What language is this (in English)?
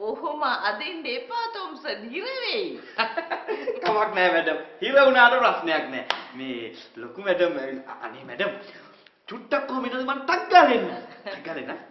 Sinhala